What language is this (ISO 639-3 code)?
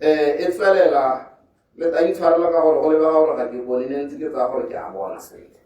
tsn